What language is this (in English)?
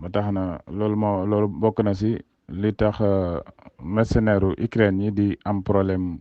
Wolof